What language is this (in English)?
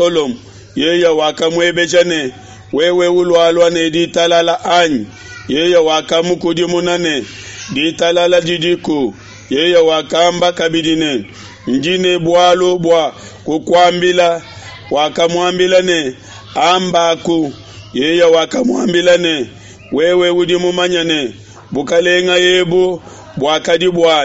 Luba-Lulua